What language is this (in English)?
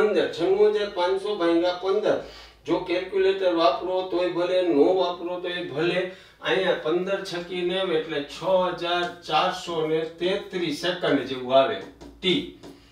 Gujarati